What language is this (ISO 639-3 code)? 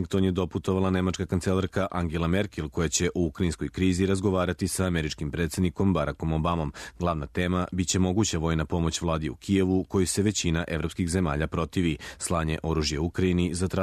srp